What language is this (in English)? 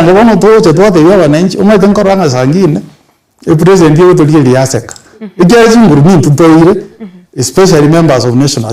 Gusii